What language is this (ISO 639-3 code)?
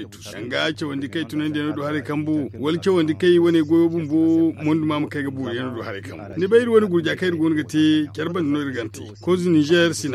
dje